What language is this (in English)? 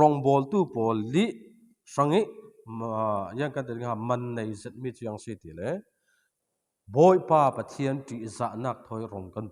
Falam Chin